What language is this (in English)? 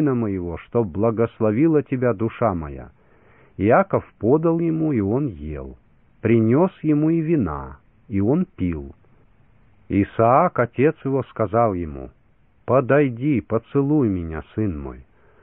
Russian